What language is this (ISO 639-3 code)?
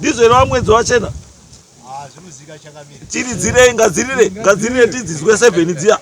sna